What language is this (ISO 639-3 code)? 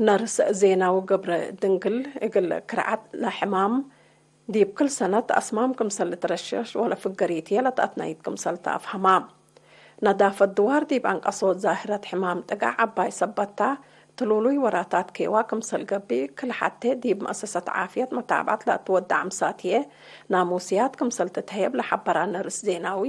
tig